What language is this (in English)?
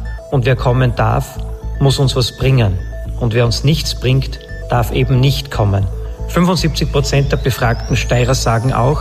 German